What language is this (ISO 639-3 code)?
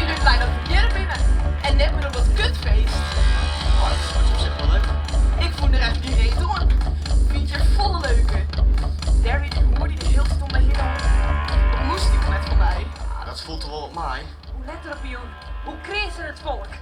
fry